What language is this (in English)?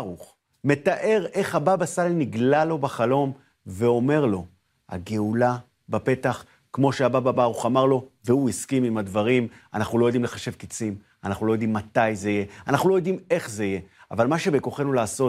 Hebrew